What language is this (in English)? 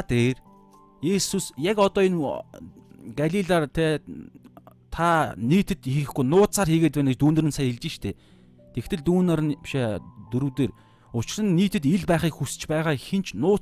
Mongolian